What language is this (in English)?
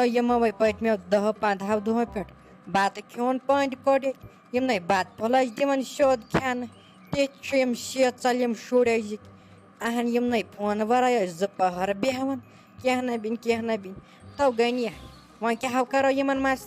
Kashmiri